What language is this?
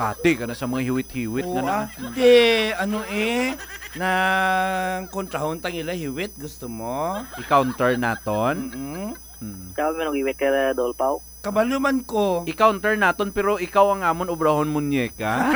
Hiligaynon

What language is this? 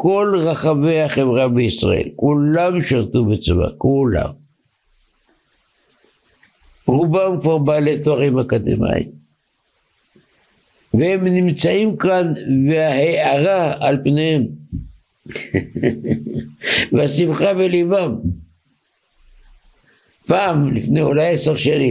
Hebrew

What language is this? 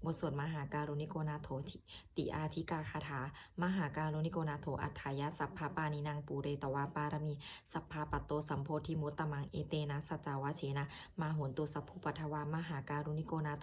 Pali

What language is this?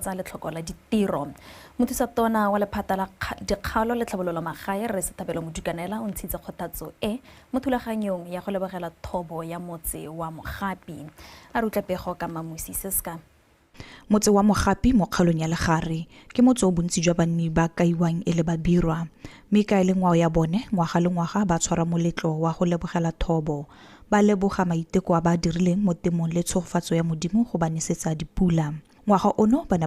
Tswana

